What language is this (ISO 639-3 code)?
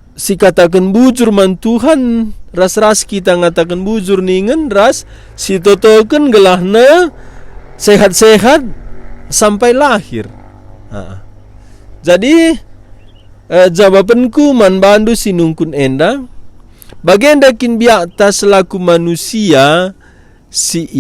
btx